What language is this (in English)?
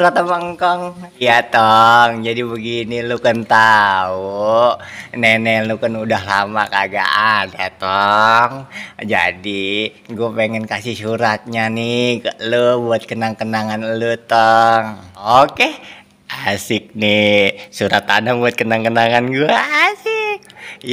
Betawi